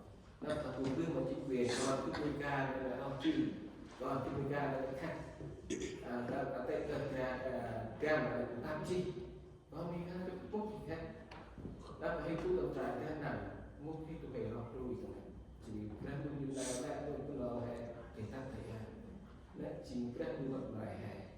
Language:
Central Mnong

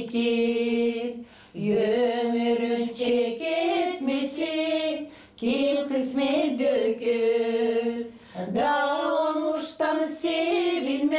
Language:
Gagauz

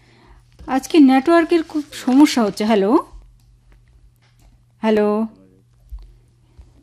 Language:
Bangla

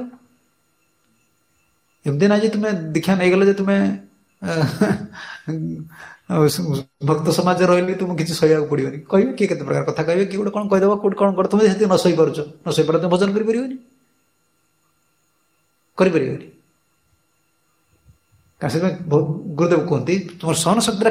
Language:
Odia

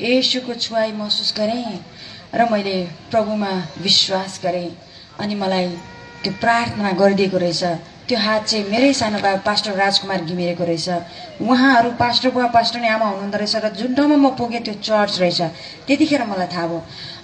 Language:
Nepali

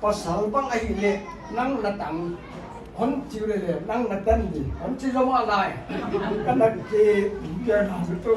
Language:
Paite Chin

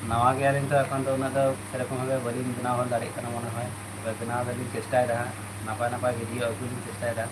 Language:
Santali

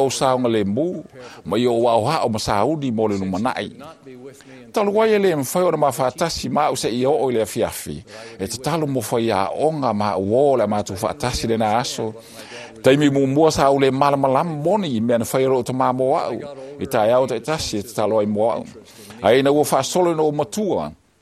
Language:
Samoan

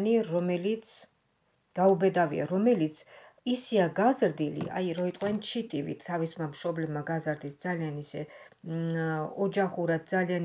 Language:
Georgian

